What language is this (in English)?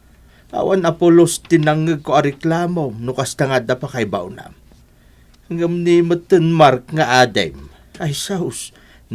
Iloko